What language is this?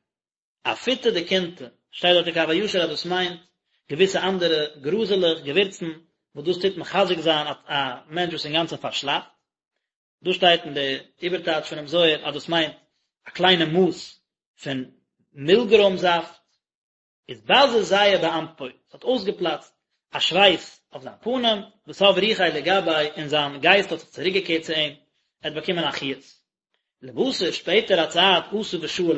Yiddish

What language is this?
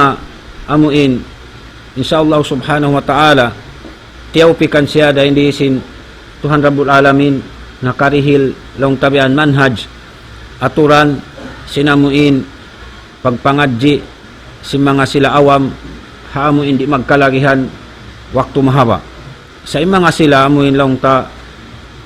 Tausug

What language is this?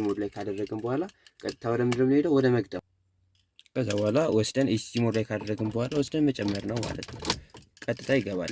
Amharic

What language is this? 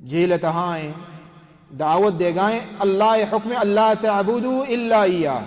Baluchi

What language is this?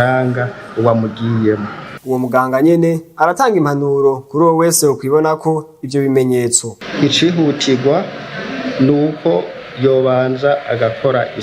Rundi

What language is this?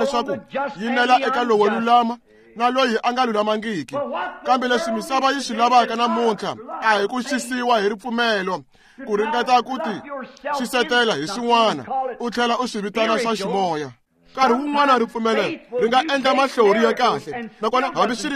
Tsonga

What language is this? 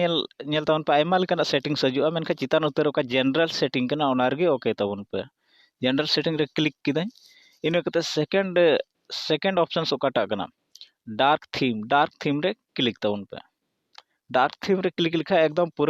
Santali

